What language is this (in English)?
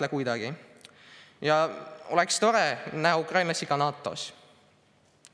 Estonian